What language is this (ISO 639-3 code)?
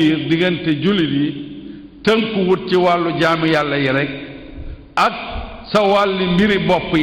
wol